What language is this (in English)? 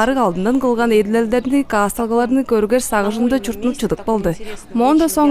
Tuvinian